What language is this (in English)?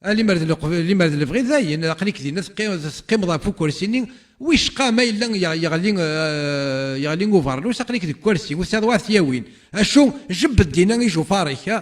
Kabyle